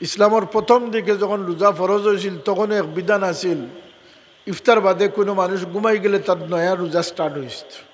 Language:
Sylheti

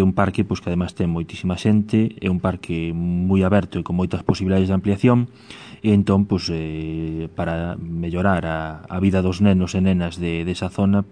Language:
Galician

